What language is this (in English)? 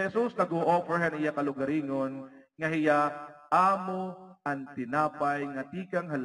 Waray